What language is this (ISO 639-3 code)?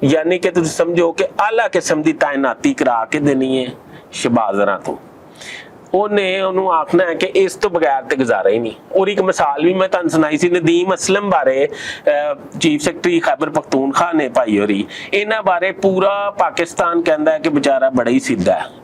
lah